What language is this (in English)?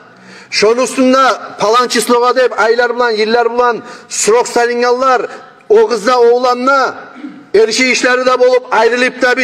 Kumyk